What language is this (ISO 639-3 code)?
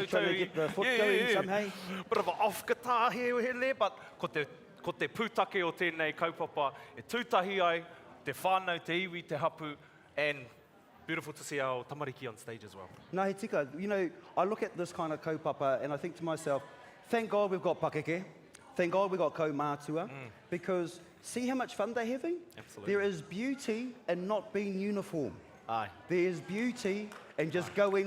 mri